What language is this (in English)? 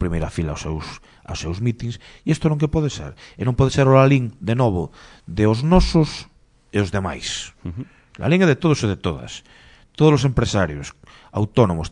Galician